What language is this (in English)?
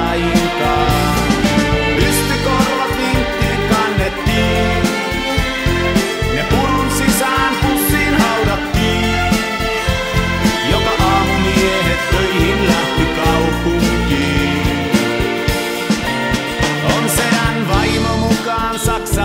Finnish